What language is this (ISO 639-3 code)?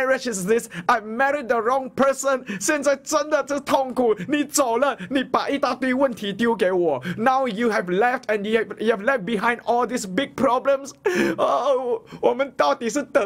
zho